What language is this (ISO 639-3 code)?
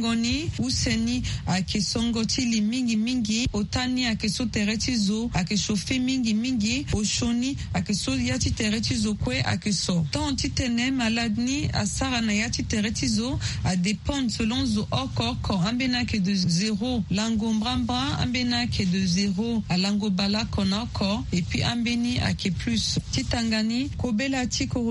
sag